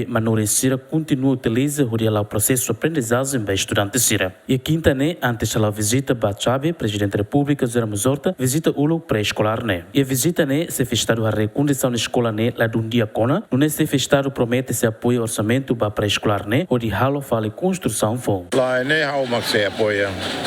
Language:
Tetum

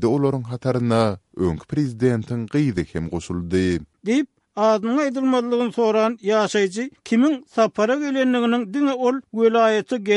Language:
Turkmen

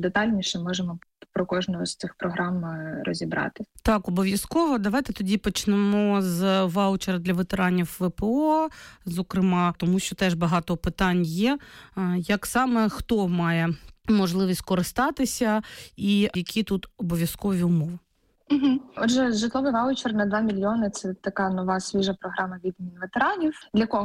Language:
Ukrainian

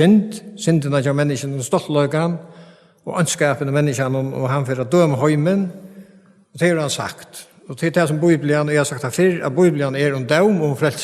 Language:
Faroese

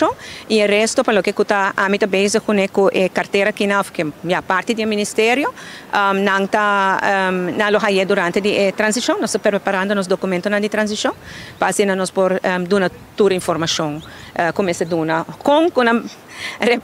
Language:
Papiamento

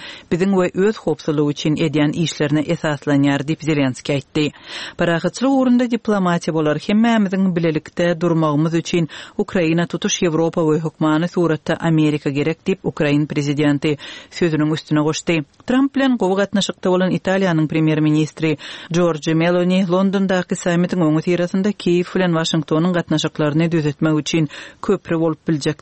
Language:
Turkmen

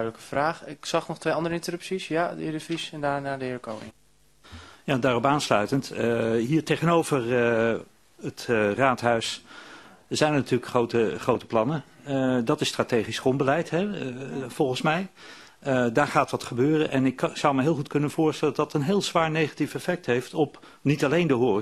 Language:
Dutch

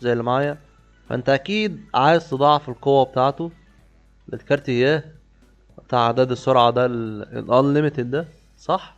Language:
Egyptian Arabic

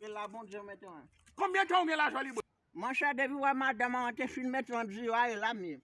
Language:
Haitian Creole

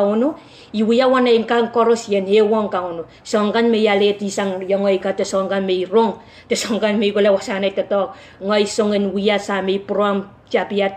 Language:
Pohnpeian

